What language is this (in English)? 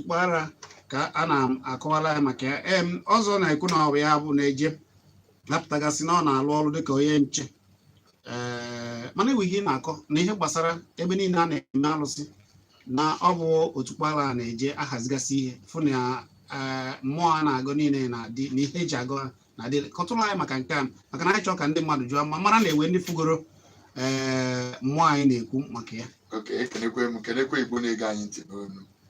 Igbo